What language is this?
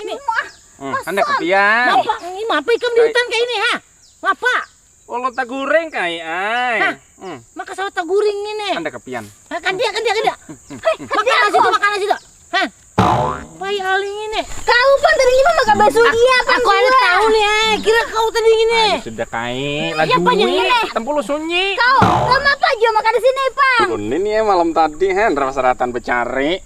Banjar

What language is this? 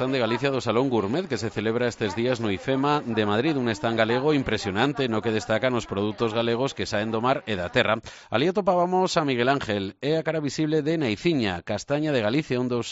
Galician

